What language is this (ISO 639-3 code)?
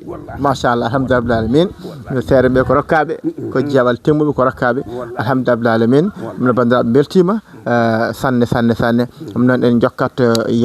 ful